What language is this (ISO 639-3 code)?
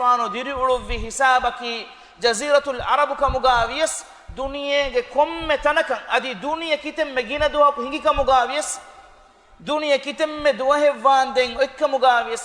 div